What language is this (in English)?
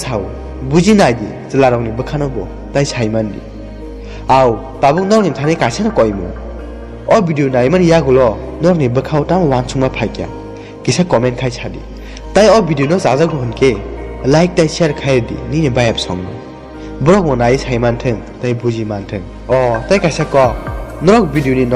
Kok Borok